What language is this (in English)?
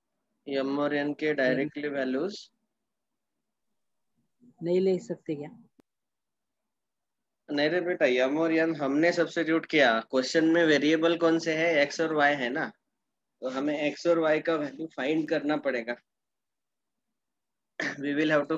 Hindi